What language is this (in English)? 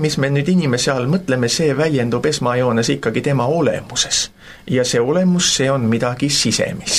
Estonian